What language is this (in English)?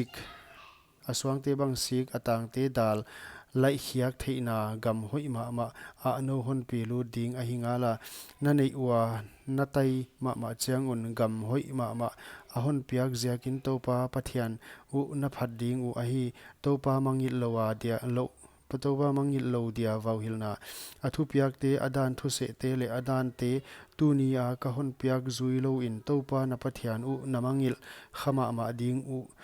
Paite Chin